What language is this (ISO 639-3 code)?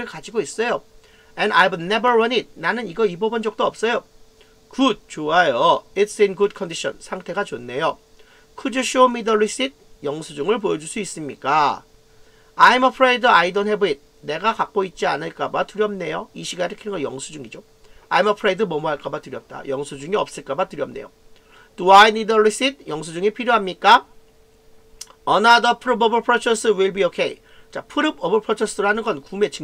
kor